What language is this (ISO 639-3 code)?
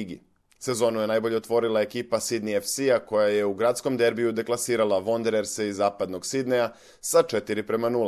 srp